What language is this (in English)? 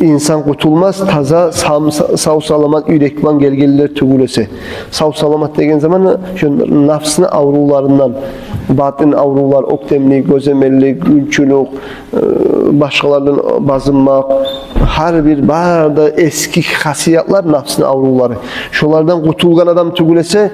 Kumyk